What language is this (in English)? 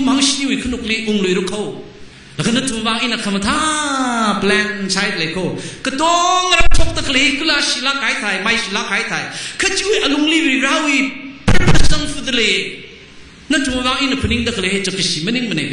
Tangkhul Naga (India)